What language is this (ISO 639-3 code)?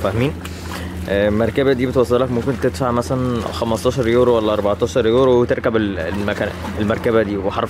arz